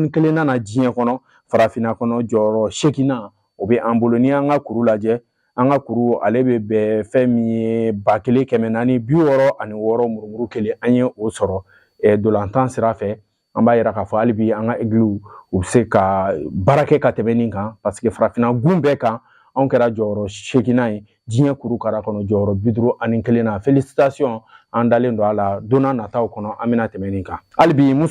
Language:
Bambara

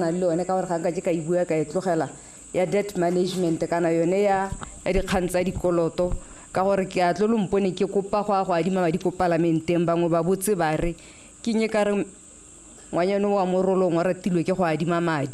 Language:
Tswana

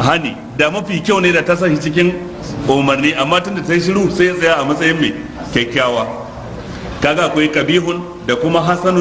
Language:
Hausa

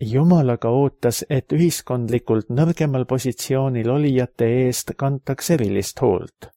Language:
Estonian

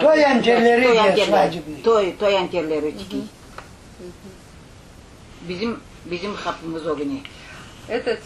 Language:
Crimean Tatar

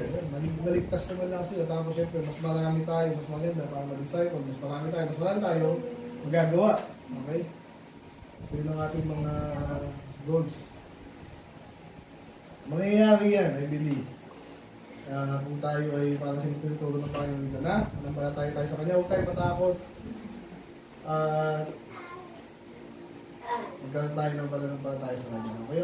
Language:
Filipino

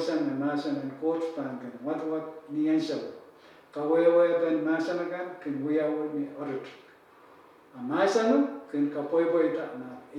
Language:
Pohnpeian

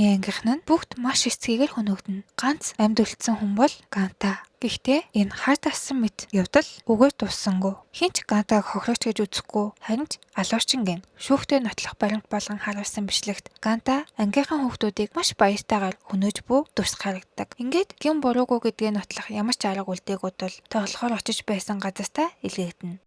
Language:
Mongolian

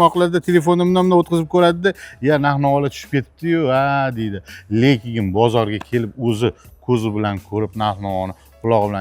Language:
Uzbek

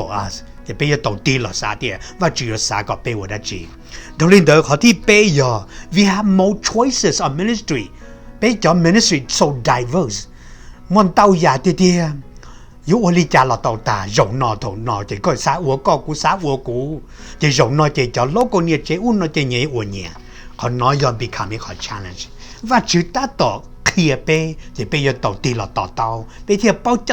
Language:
Hmong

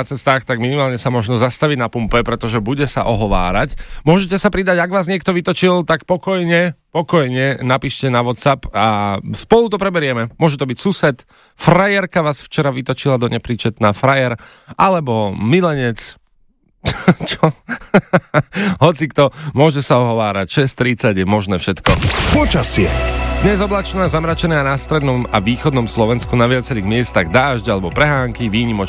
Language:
Slovak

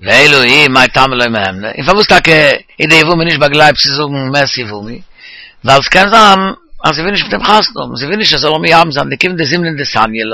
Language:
Yiddish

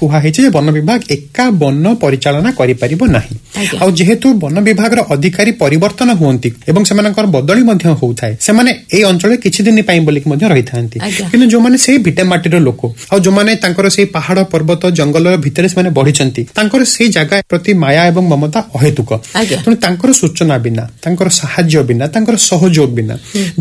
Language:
Odia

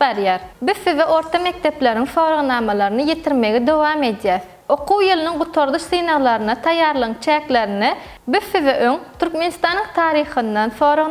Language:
Turkmen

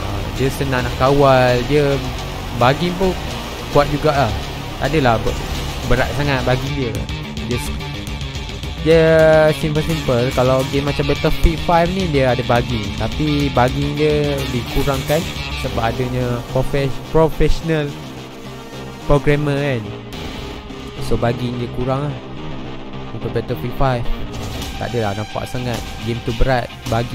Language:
Malay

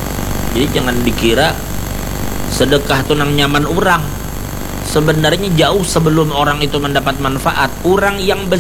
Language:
Indonesian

